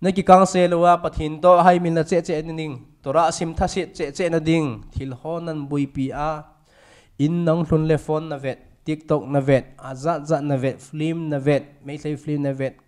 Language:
Thado Chin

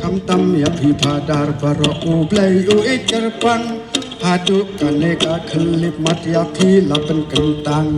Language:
Khasi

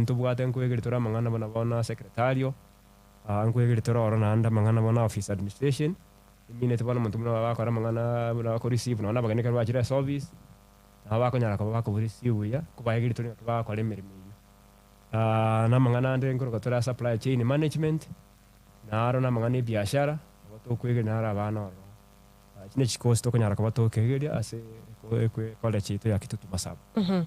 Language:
Gusii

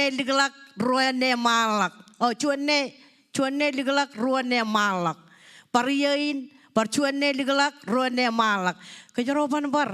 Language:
Marshallese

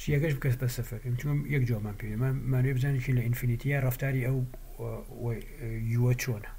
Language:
Central Kurdish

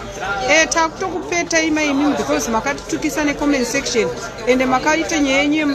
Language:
Shona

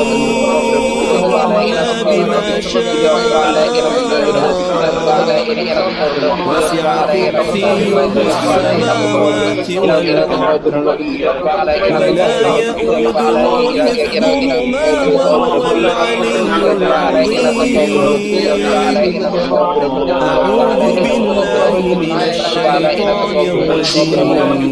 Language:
Arabic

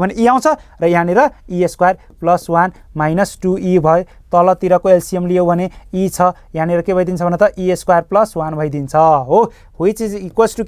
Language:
Nepali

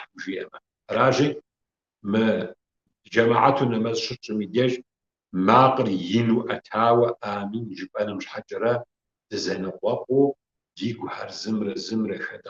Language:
Kabardian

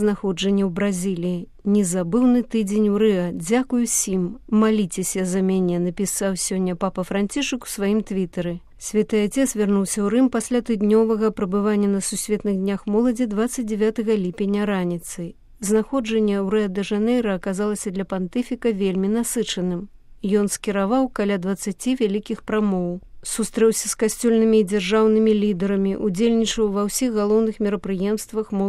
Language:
Belarusian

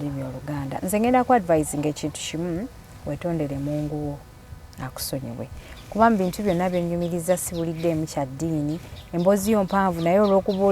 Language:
Ganda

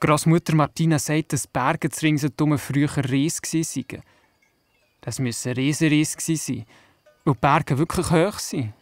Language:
Swiss German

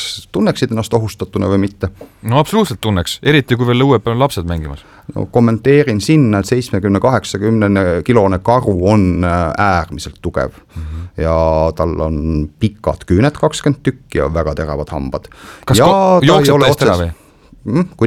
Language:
Estonian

